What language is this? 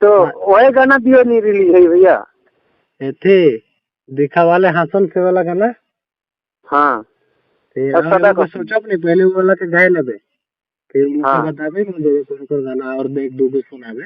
Sadri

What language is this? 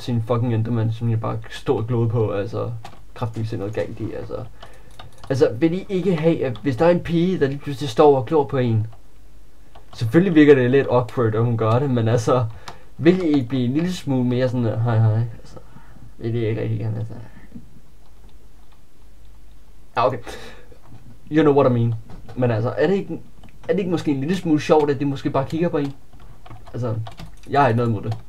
Danish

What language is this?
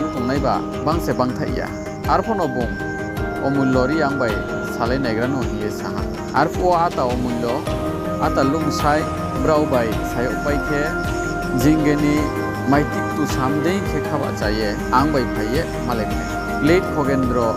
Riang (India)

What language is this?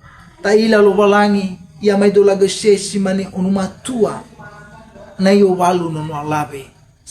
Nias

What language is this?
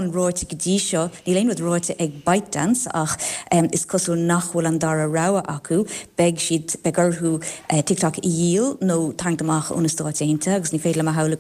Irish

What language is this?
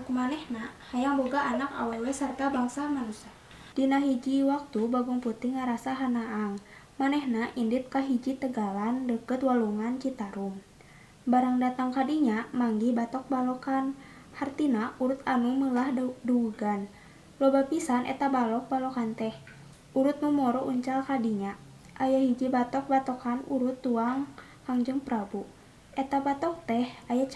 Sundanese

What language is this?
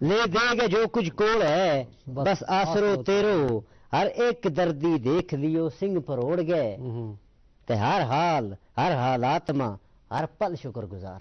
Gujari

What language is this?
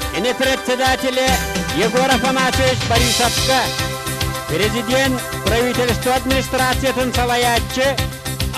Yakut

